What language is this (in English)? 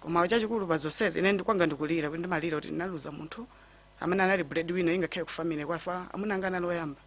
Nyanja